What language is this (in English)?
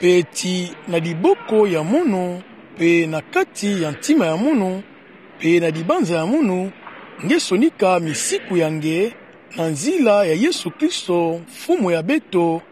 Kituba (Democratic Republic of Congo)